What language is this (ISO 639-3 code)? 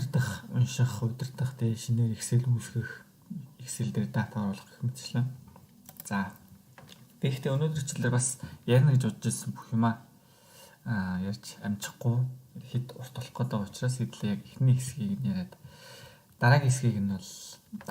mon